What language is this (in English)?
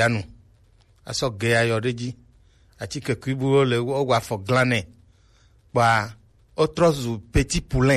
Gen